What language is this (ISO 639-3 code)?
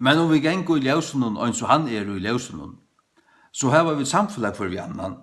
fao